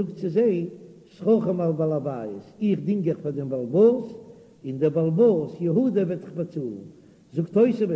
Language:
Yiddish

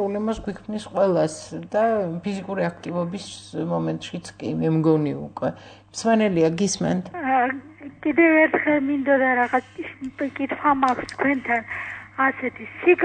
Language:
Georgian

